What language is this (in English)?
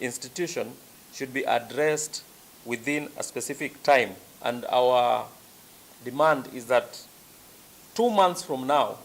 Kamba